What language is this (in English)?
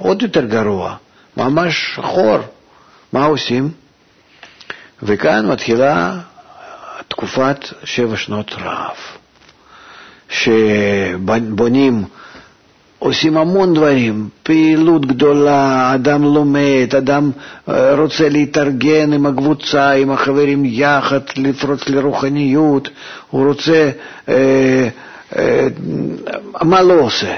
Hebrew